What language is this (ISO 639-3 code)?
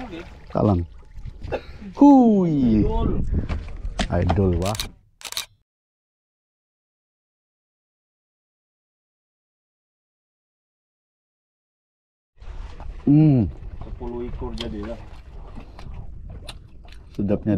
msa